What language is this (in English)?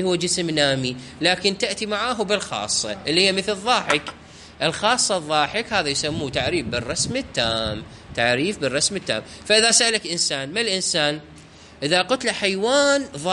Mesopotamian Arabic